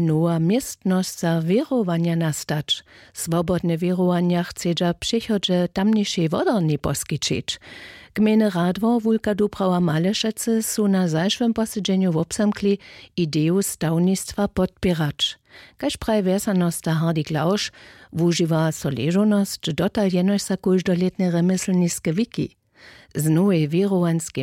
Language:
Upper Sorbian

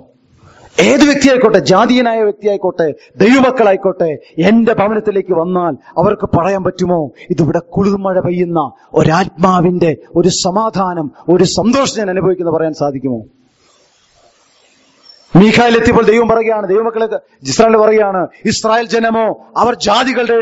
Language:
Malayalam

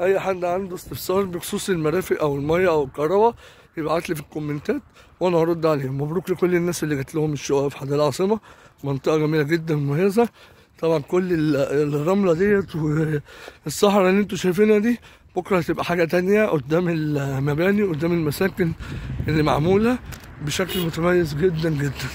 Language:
Egyptian Arabic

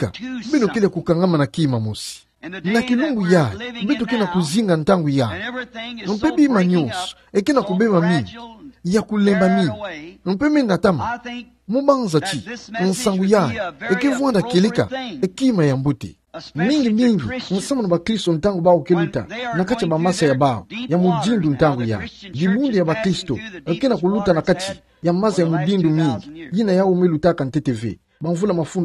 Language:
Kituba (Democratic Republic of Congo)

